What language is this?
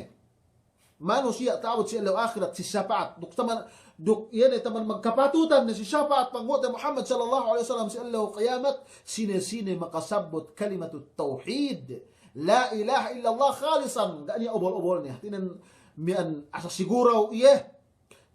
Yakan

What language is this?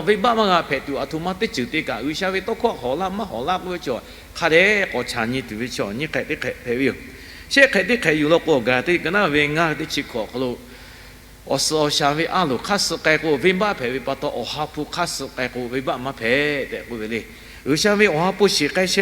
Lahu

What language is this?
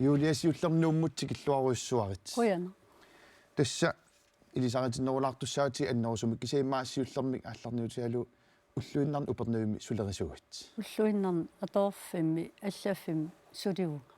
Kalaallisut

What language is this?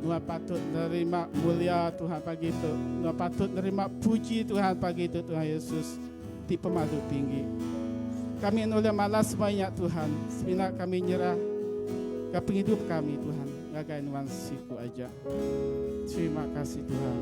Iban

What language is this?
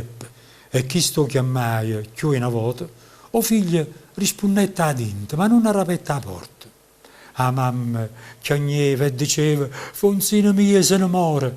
Neapolitan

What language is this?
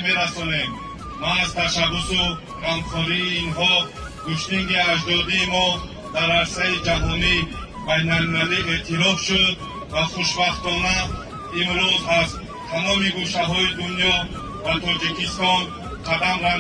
Tajik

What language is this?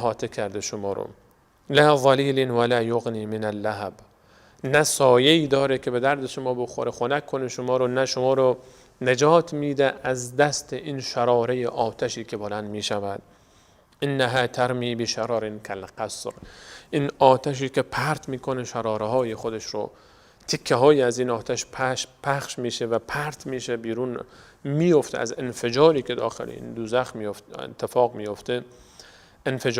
Persian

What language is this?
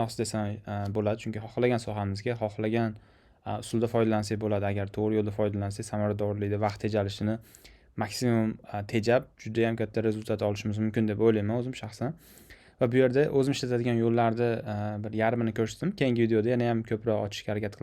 Uzbek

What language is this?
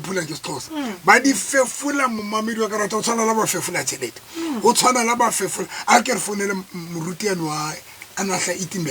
Southern Sotho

